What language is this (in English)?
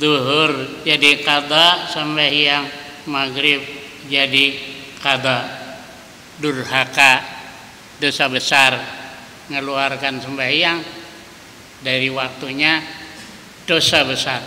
Banjar